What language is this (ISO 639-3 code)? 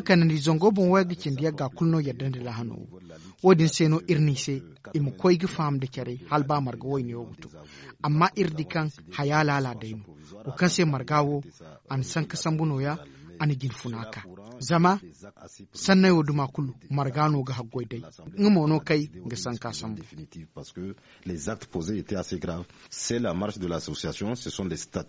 dje